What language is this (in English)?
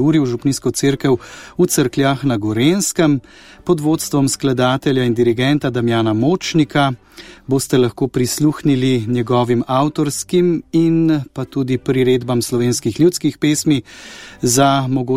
Slovenian